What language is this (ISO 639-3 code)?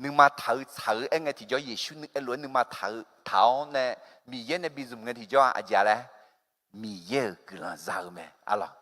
ahk